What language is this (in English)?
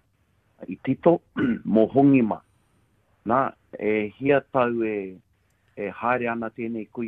Māori